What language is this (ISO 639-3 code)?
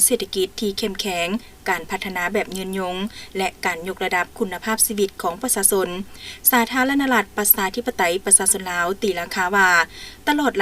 lao